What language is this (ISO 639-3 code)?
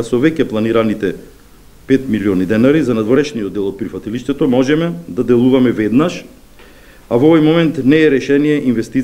mkd